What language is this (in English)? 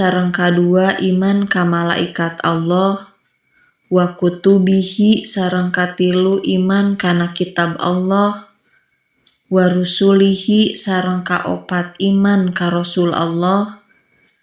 Sundanese